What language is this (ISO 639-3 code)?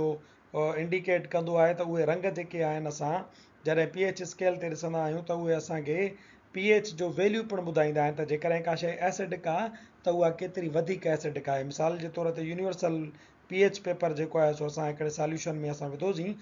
snd